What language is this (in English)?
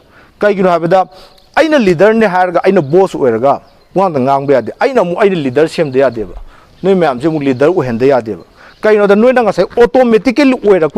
Manipuri